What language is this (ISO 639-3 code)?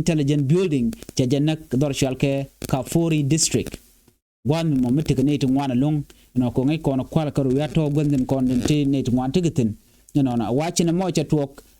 nus